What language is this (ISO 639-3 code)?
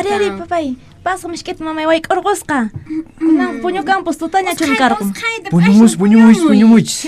que